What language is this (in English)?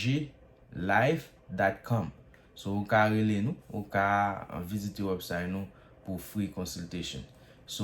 Haitian Creole